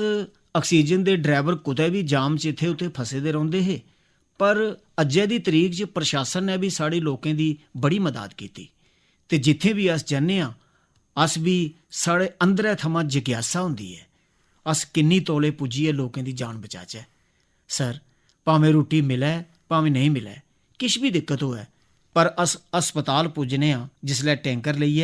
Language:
Dogri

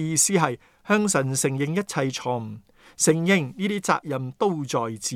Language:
Cantonese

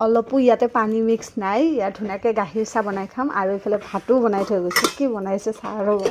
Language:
Assamese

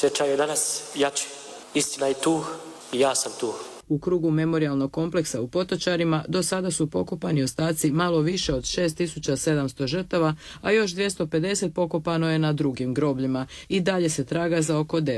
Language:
Croatian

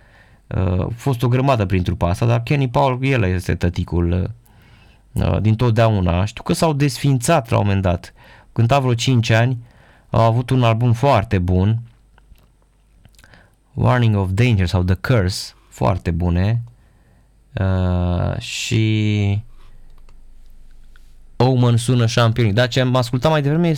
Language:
Romanian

